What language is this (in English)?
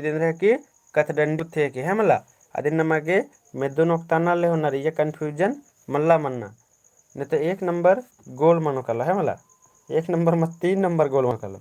Kurukh